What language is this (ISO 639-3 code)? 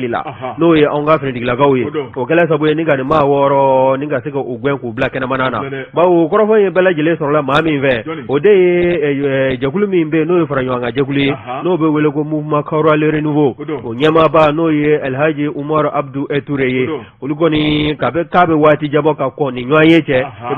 bam